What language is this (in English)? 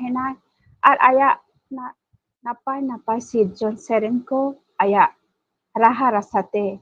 Santali